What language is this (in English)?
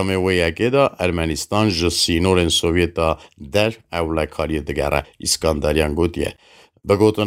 Kurdish